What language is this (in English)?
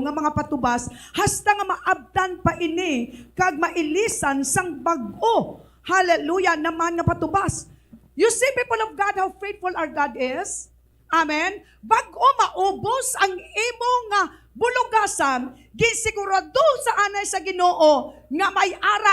Hiligaynon